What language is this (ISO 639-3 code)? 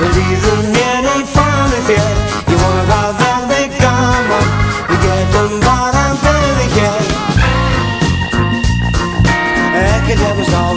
isl